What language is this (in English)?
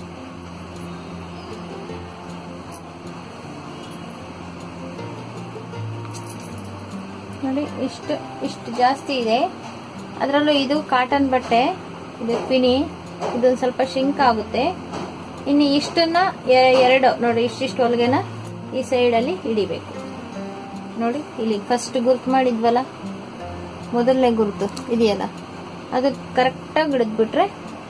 Kannada